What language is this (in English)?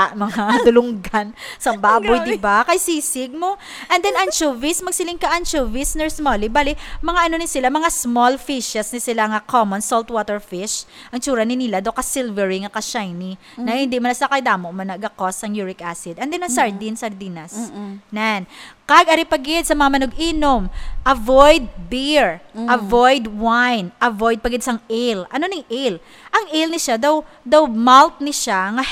Hiligaynon